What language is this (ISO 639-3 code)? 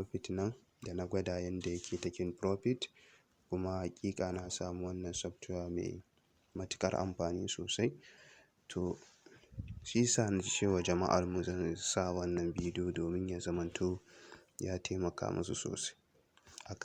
hau